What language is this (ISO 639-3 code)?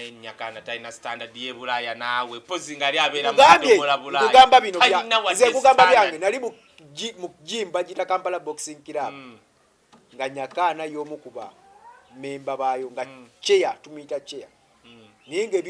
lug